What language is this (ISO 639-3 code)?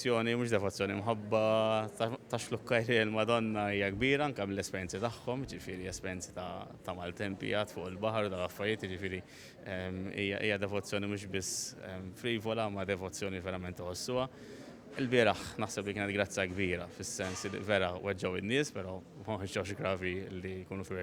mlt